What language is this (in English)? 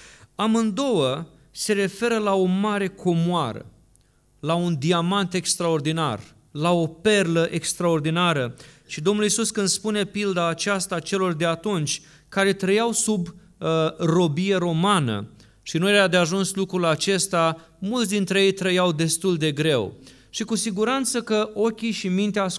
Romanian